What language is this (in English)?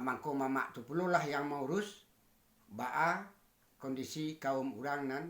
Minangkabau